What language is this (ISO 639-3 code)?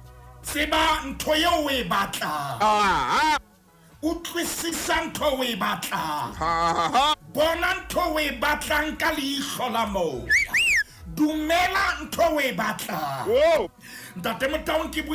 sot